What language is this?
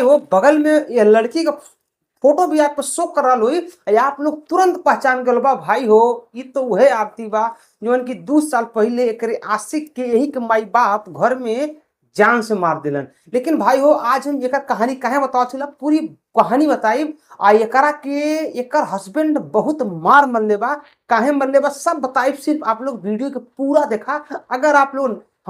Bhojpuri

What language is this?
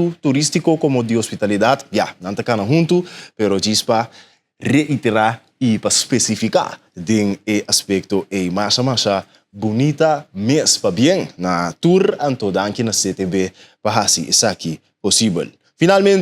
Papiamento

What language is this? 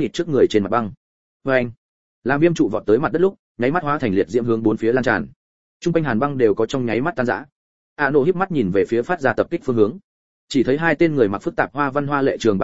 Vietnamese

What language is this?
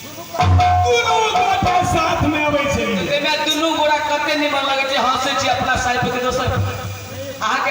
Maithili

